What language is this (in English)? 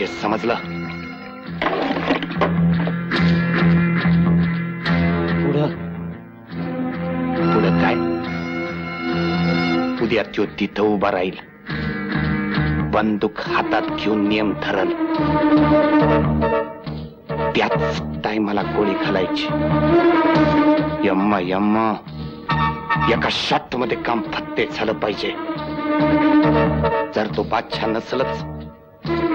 Marathi